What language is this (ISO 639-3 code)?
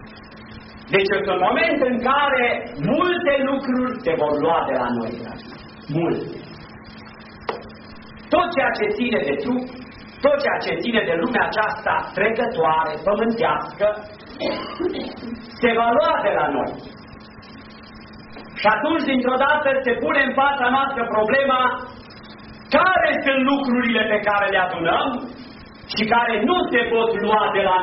ron